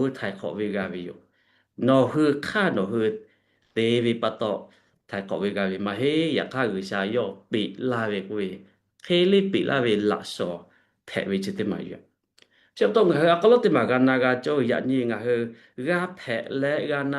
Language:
Lahu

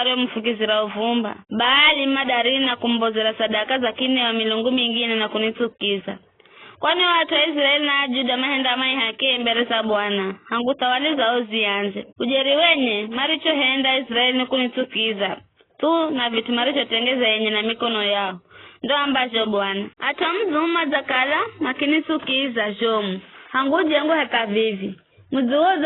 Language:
Giryama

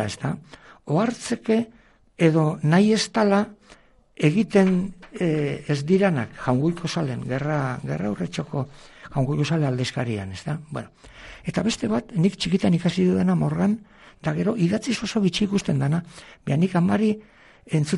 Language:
Basque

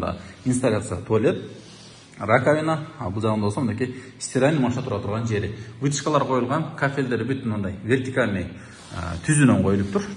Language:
Kyrgyz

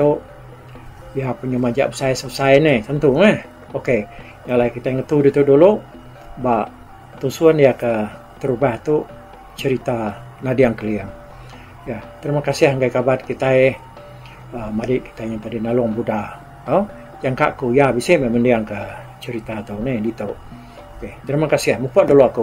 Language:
Iban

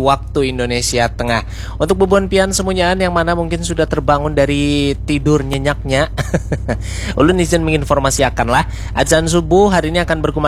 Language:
Banjar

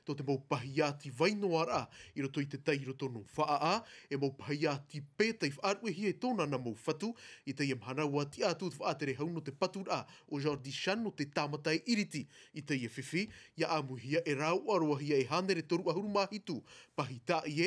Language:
Tahitian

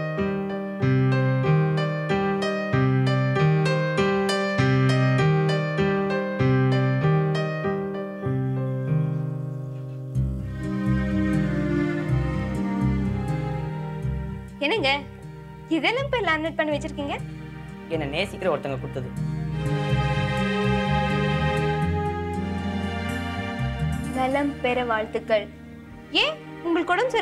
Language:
Tamil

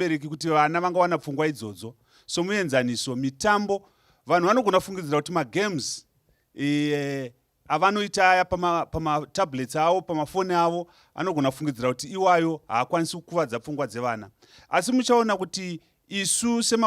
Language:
Shona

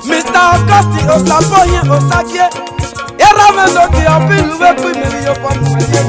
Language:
Esan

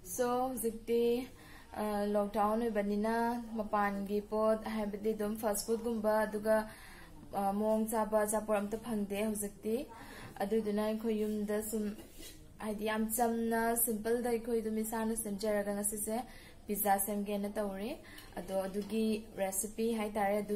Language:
Manipuri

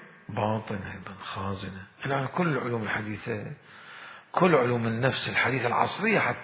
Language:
Mesopotamian Arabic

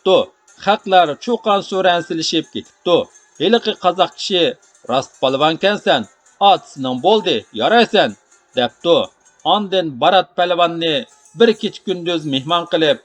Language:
Uyghur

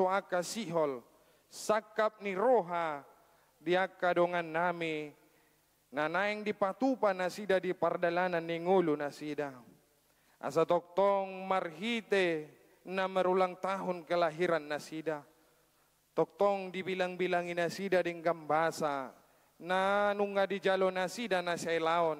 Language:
Batak Toba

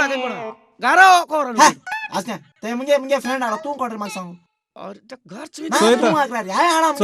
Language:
Konkani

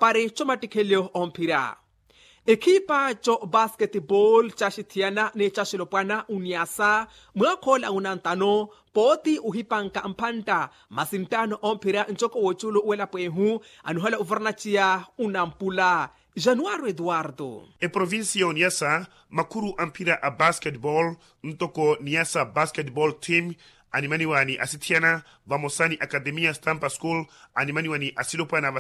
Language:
Makhuwa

